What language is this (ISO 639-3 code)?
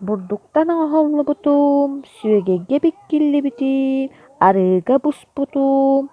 sah